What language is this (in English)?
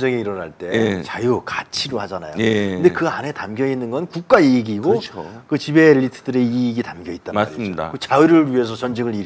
Korean